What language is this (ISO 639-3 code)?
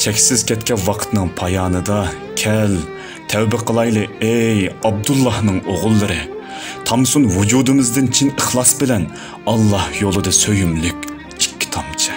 uig